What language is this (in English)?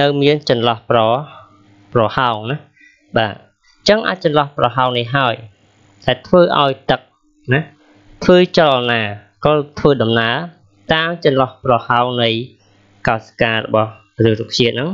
Khmer